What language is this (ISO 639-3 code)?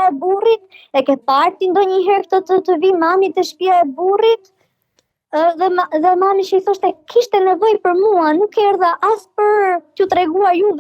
sqi